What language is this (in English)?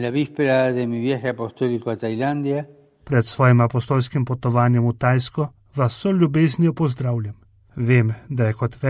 Slovenian